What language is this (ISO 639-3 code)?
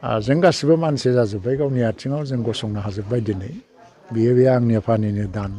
brx